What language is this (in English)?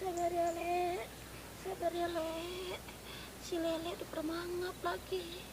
Betawi